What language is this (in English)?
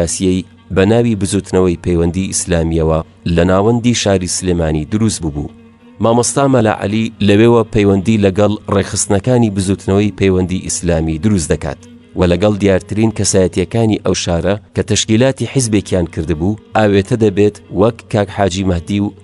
Central Kurdish